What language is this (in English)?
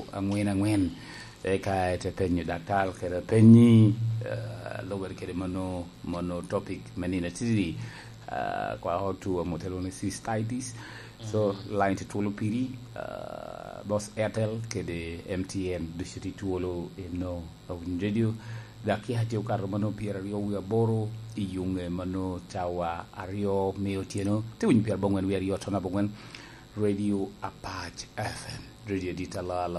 Lango (Uganda)